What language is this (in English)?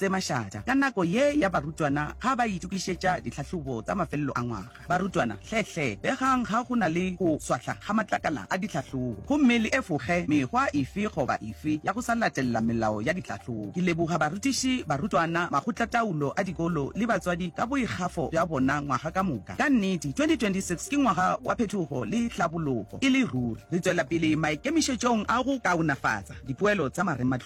Northern Sotho